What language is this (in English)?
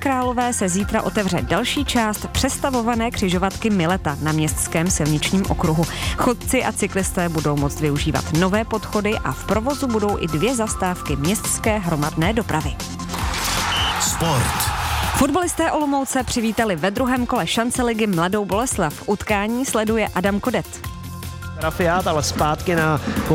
Czech